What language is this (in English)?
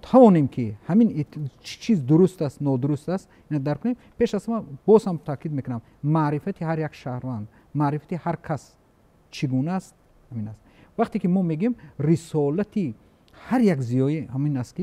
Tajik